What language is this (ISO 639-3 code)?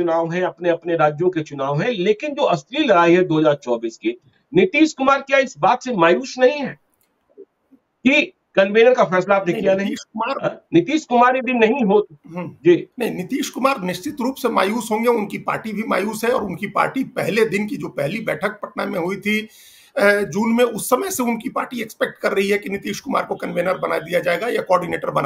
hin